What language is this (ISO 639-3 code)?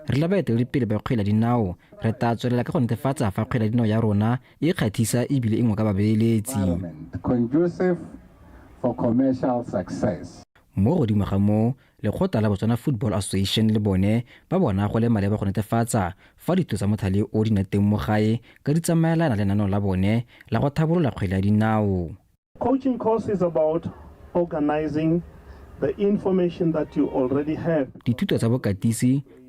tsn